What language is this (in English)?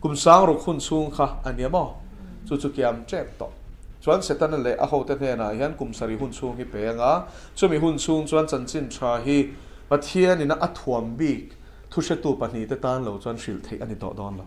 Mizo